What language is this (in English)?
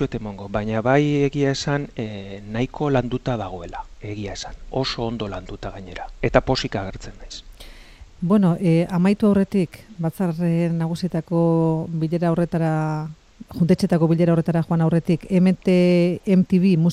Basque